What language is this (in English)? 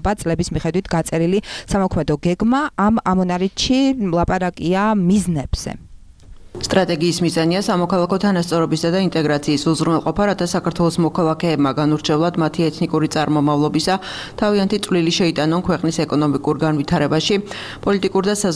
Georgian